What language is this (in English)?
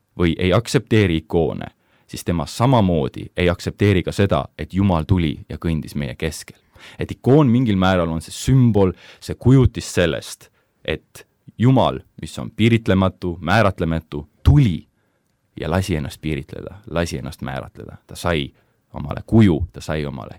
Estonian